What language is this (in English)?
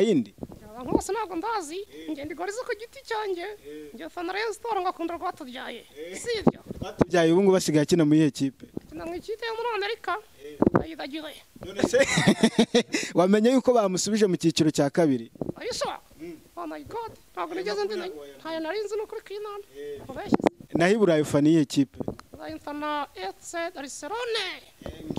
Kinyarwanda